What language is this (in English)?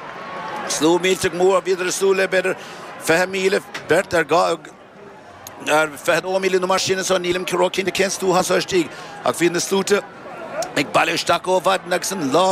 Irish